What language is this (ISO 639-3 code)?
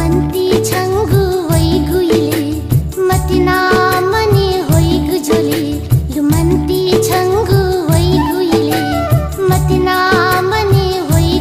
new